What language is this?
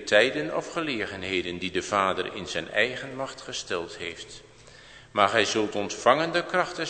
Dutch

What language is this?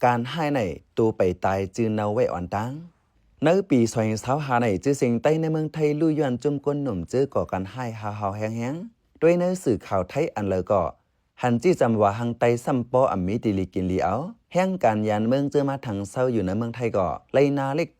Shan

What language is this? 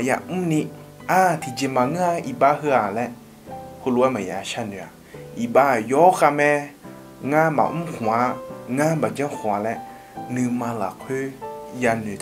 Akha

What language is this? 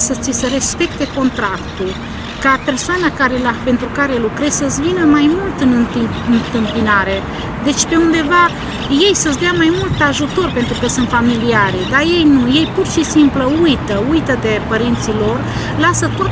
Romanian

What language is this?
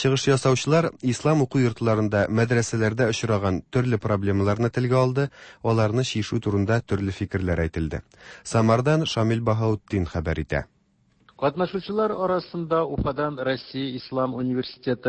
Tatar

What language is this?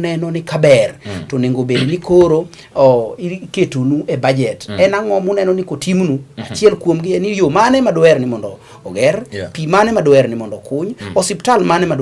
Luo (Kenya and Tanzania)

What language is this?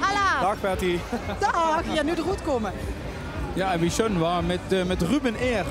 Limburgish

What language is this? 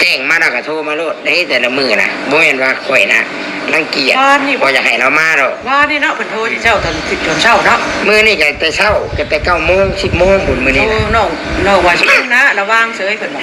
Northeastern Thai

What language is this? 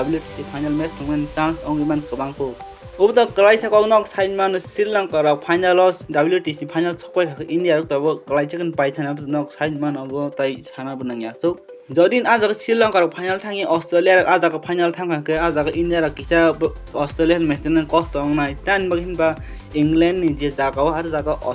Kok Borok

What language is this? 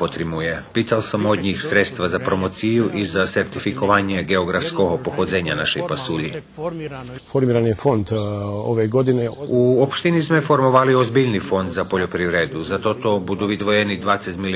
Rusyn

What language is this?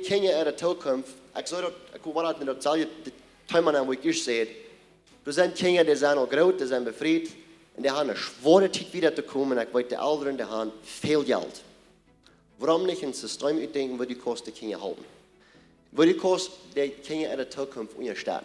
Plautdietsch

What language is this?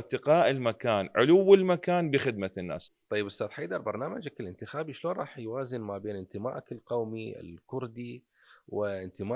Mesopotamian Arabic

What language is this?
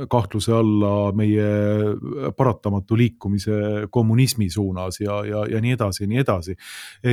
Estonian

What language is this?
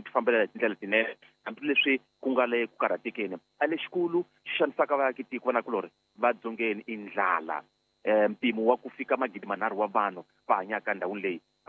Tsonga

